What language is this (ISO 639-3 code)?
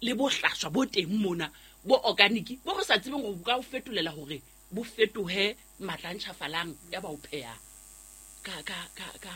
sot